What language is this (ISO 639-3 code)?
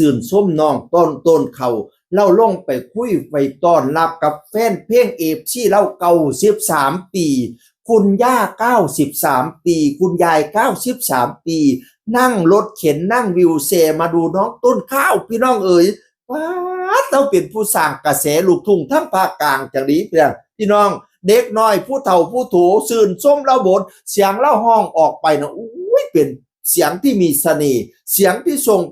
tts